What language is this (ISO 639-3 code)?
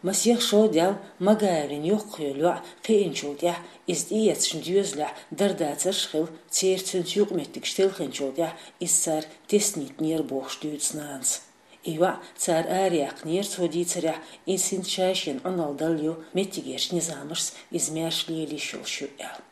che